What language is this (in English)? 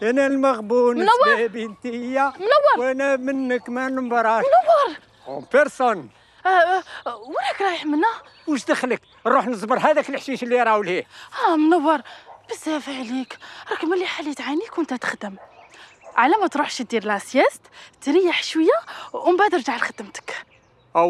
Algerian Arabic